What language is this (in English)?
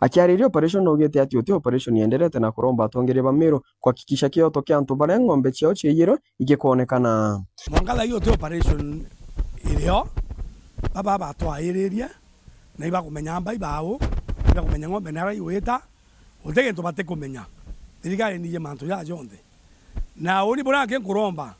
Meru